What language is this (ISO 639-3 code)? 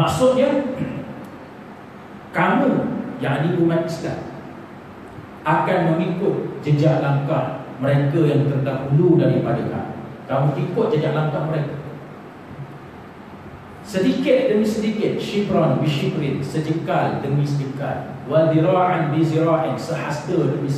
msa